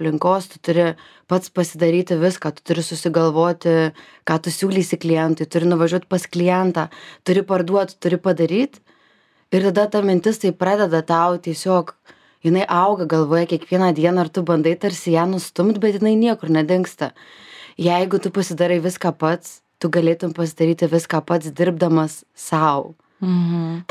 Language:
Lithuanian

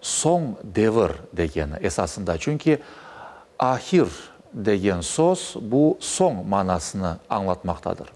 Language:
Crimean Tatar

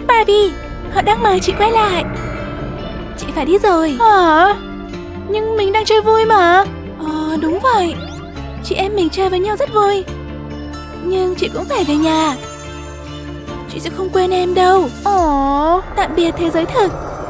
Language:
Vietnamese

